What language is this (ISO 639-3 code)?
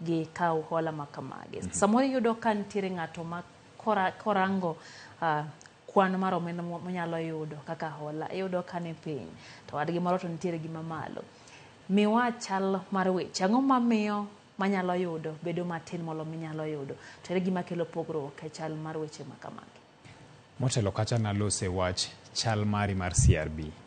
luo